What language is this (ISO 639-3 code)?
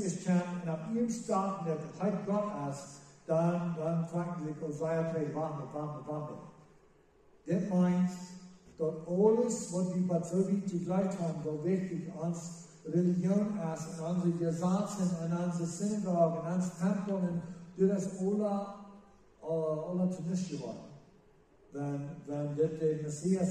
pdt